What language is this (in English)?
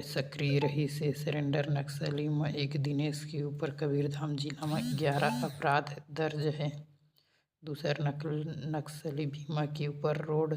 Chhattisgarhi